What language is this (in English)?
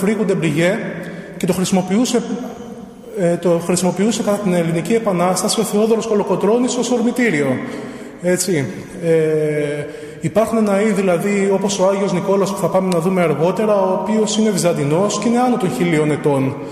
Greek